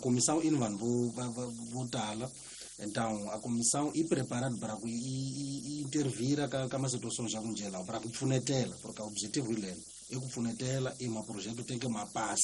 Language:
Tsonga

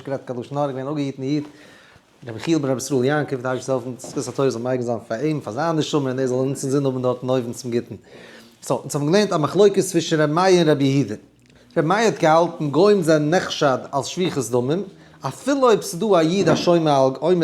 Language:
Yiddish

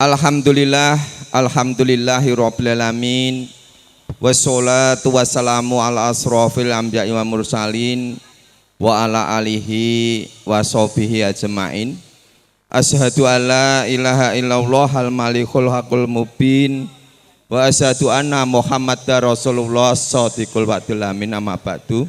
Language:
Javanese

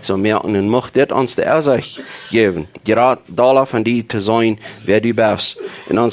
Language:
Plautdietsch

